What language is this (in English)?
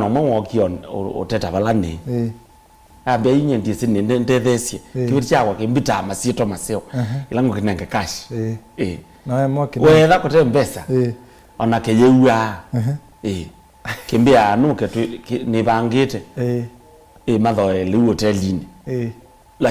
Kamba